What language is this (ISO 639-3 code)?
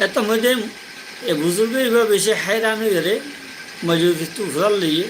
rhg